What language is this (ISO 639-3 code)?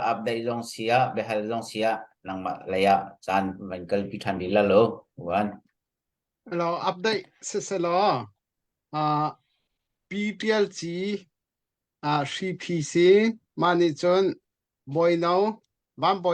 cnh